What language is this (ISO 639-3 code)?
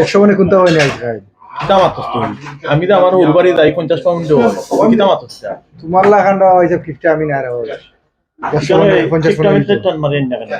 syl